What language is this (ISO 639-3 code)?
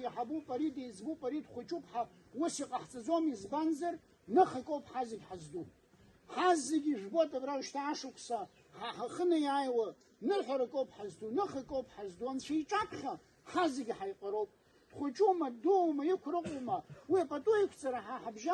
abk